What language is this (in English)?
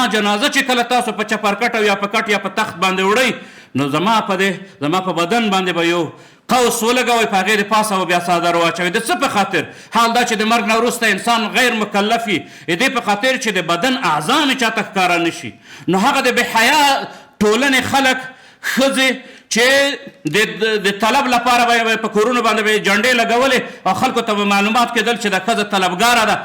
Pashto